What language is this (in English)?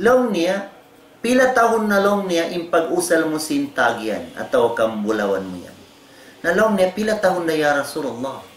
Tausug